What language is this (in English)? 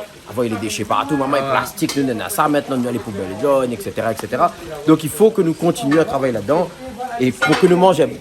Réunion Creole French